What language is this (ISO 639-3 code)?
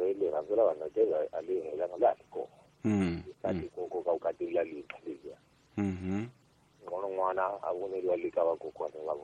tso